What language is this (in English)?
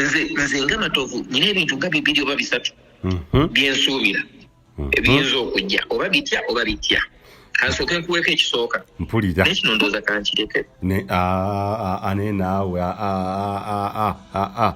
Ganda